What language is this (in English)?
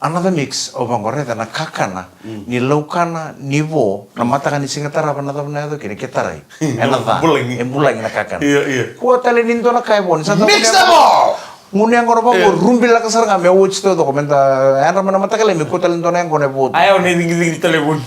Fijian